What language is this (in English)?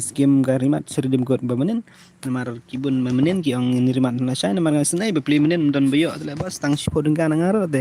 Khasi